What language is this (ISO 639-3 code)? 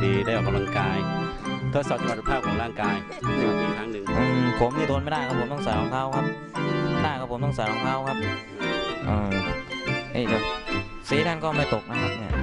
tha